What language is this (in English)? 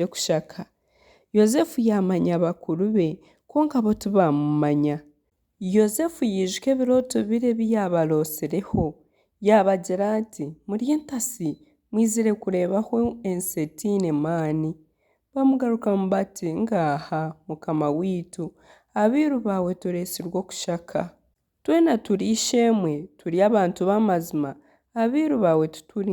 Nyankole